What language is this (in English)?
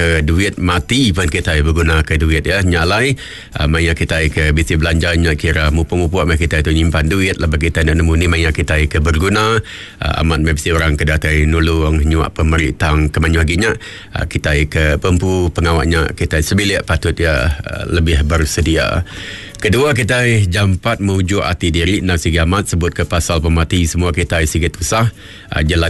Iban